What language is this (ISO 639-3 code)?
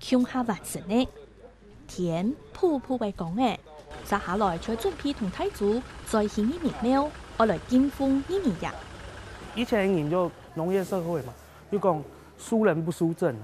hak